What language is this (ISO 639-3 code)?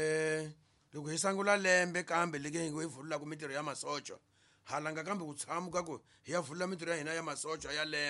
tso